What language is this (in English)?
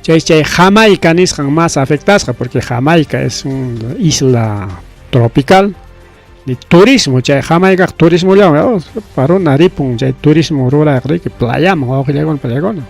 Ayacucho Quechua